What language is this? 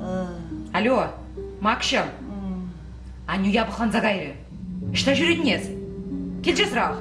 Chuvash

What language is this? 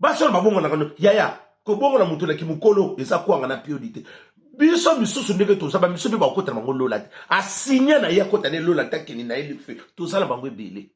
Lingala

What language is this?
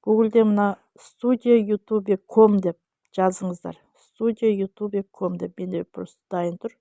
Kazakh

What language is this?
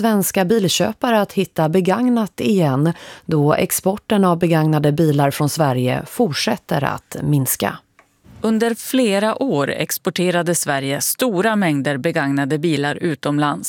Swedish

